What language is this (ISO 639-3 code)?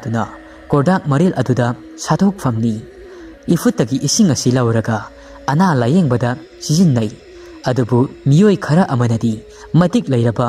mni